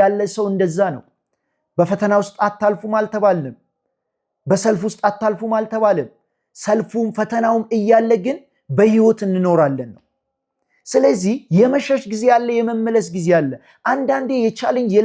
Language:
Amharic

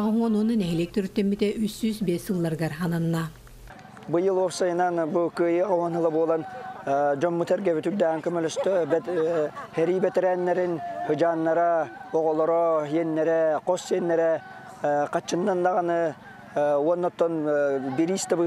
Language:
Yakut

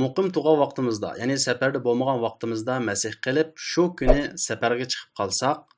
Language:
Uyghur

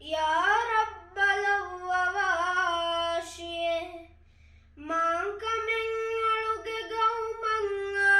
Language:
Divehi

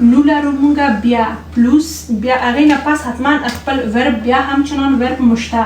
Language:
Pashto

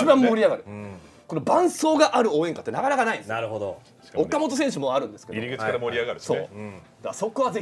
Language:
Japanese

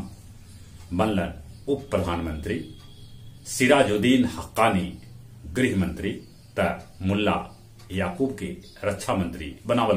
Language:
Magahi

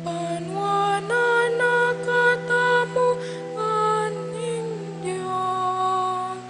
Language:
Pampanga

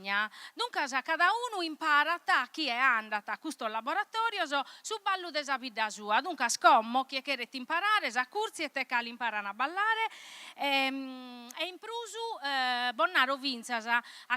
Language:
Sardinian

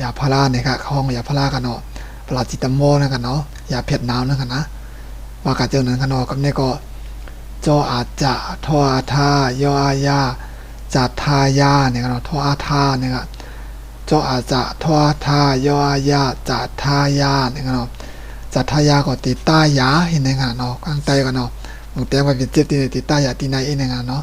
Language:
Shan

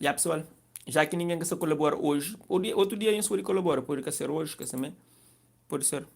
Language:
Kabuverdianu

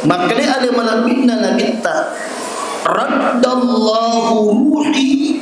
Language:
Buginese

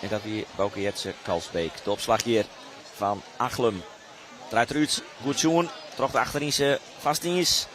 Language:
Western Frisian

